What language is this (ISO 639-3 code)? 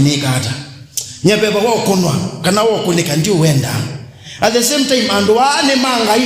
kam